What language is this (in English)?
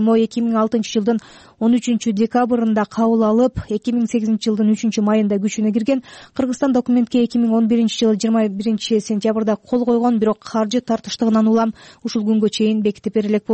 Kyrgyz